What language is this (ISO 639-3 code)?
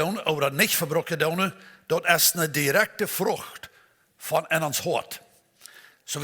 pdt